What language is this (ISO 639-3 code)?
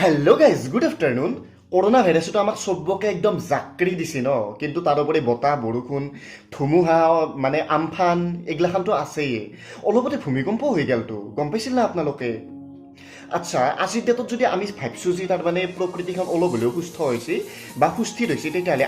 asm